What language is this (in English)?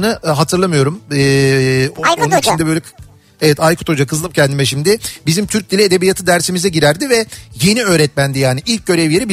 Turkish